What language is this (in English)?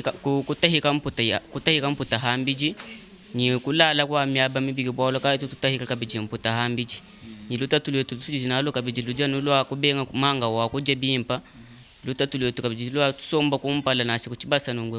Luba-Lulua